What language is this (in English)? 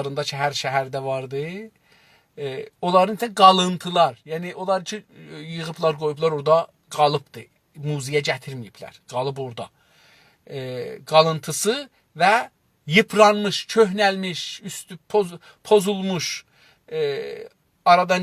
South Azerbaijani